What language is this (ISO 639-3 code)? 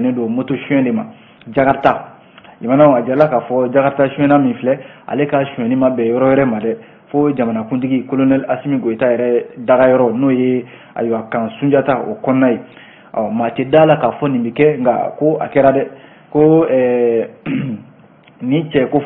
bam